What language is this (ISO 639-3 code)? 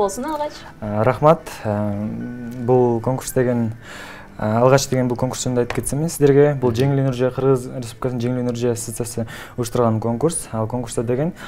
kir